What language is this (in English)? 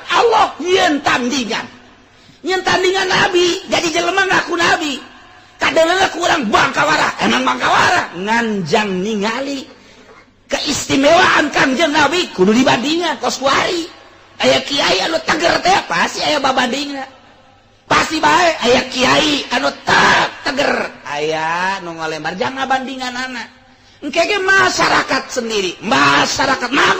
Sundanese